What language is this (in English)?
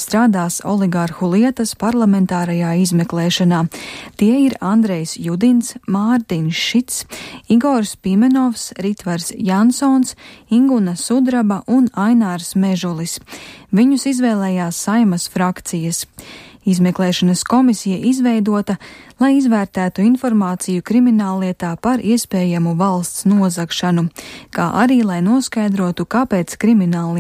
Latvian